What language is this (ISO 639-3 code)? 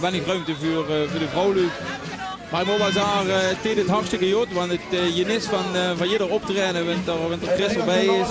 lim